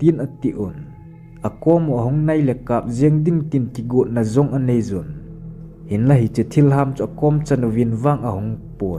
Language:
Thado Chin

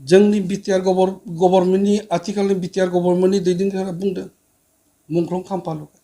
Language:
Bodo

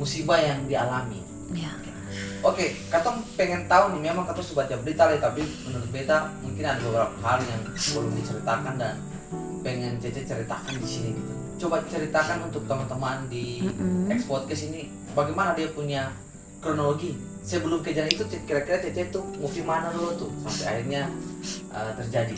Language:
Ambonese Malay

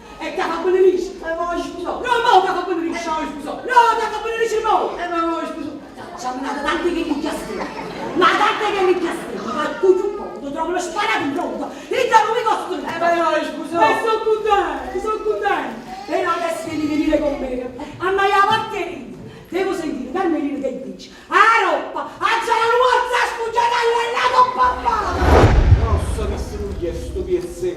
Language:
Neapolitan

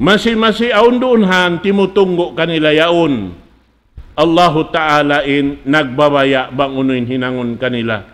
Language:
Tausug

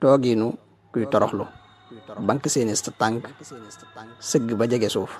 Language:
Wolof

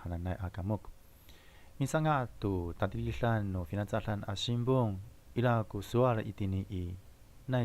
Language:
Amis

